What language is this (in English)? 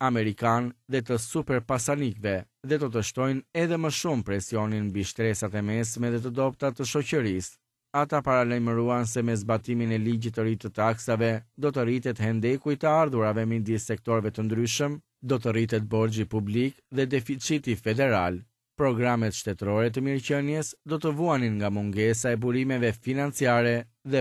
Albanian